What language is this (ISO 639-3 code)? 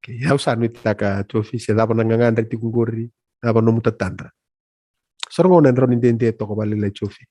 fij